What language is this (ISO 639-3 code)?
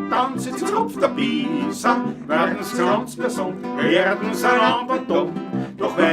bar